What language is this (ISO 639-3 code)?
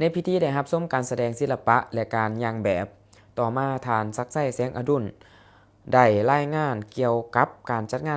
lao